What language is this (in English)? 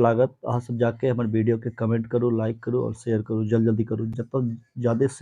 Maithili